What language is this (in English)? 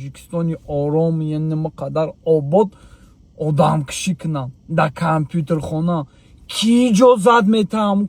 Tajik